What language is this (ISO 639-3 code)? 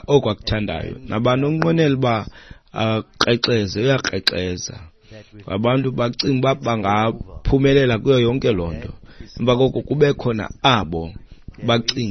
xho